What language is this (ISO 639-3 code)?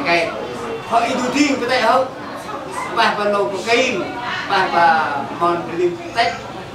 cmo